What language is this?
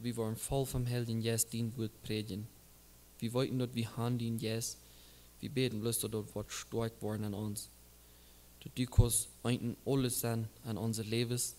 Plautdietsch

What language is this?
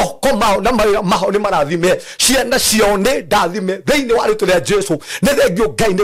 Kikuyu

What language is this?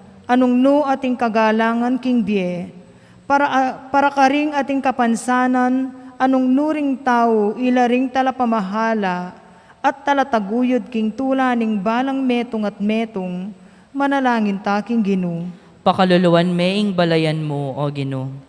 Pampanga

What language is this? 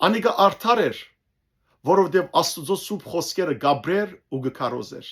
Western Armenian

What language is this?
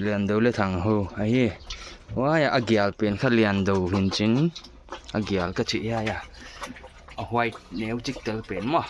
Paite Chin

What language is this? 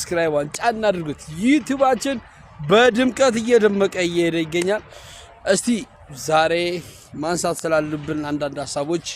Amharic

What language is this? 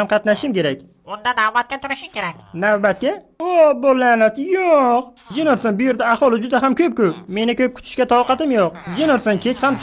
Uzbek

